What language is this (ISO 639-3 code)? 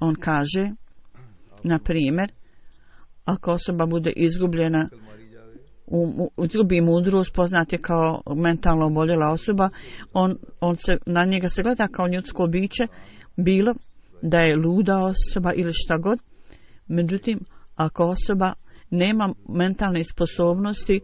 bos